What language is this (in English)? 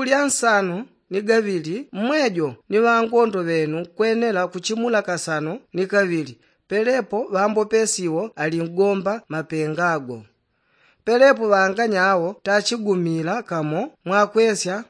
Yao